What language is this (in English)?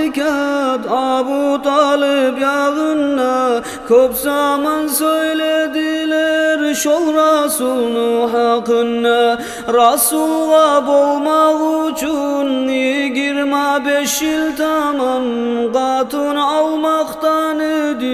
Kumyk